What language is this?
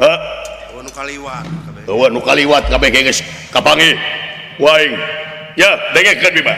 Sundanese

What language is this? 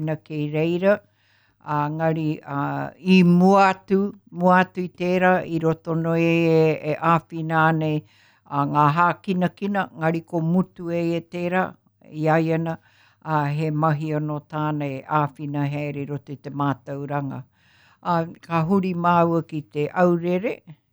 Māori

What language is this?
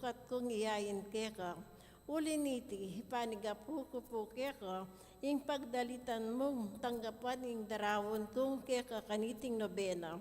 Pampanga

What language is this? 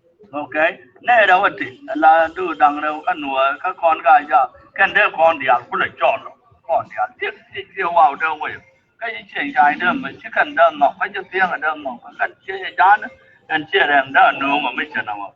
Nuer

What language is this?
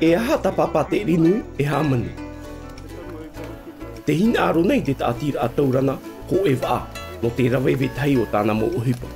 Tahitian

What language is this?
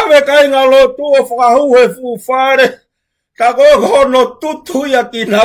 Tongan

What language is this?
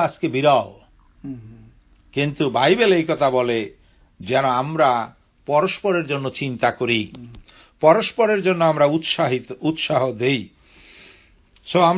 Bangla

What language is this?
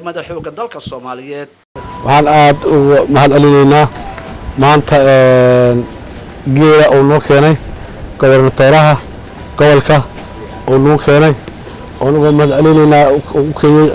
Somali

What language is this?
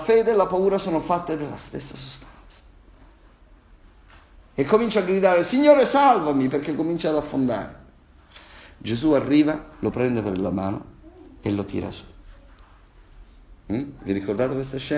Italian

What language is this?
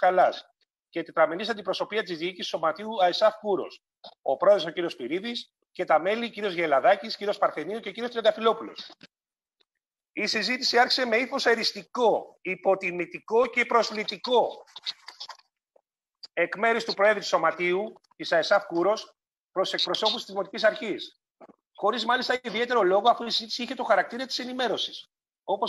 Greek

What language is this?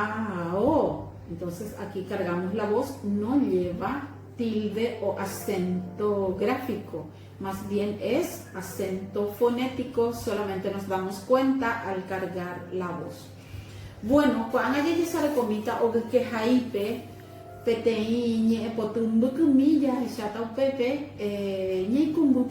Guarani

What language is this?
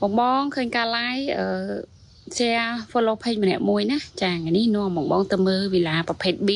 Khmer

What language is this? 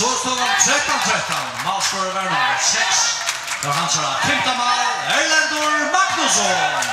Faroese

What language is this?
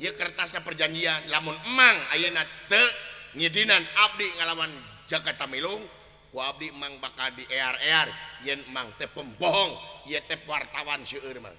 Sundanese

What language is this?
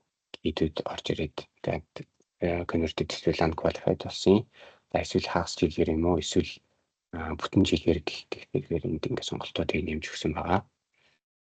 Mongolian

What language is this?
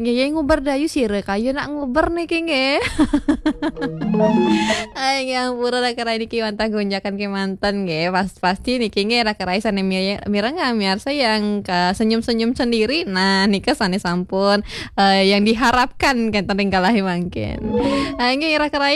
Balinese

